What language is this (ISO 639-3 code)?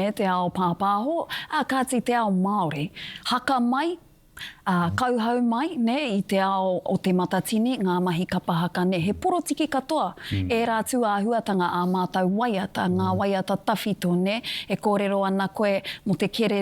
mri